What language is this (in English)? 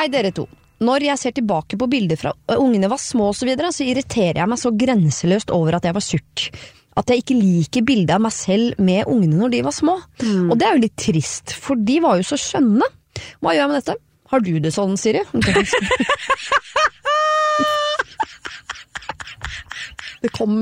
Norwegian